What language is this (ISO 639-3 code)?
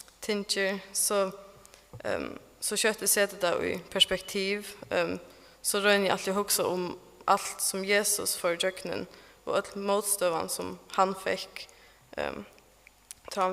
fao